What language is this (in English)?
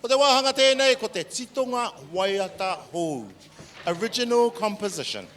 Māori